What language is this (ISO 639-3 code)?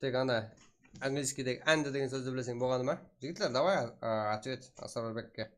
kaa